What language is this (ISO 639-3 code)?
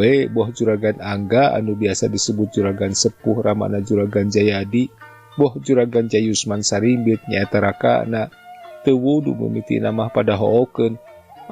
sun